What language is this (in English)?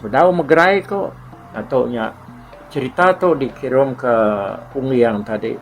Iban